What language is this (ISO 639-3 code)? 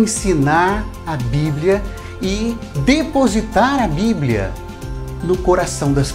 por